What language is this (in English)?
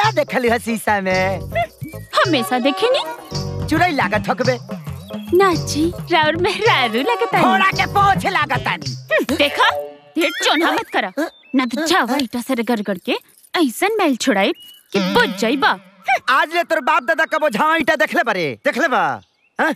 Bhojpuri